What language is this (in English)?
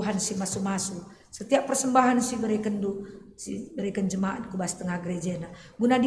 Batak Karo